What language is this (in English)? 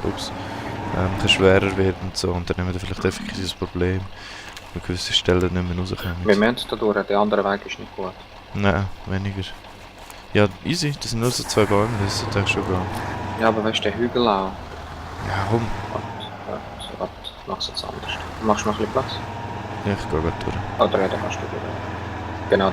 Swiss German